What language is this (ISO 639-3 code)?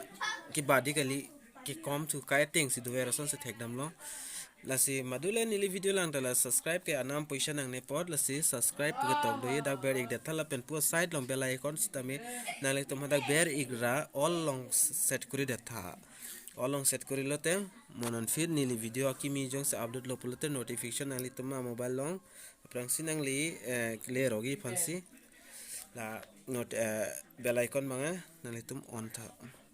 mjw